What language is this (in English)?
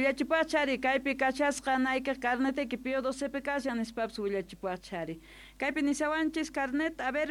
Quechua